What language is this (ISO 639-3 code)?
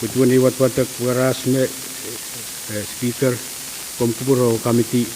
pon